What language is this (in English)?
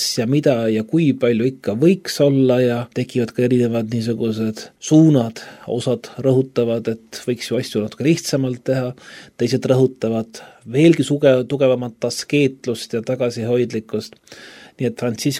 Estonian